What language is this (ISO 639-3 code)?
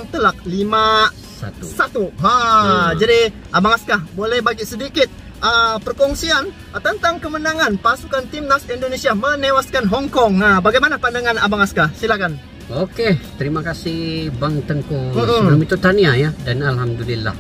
msa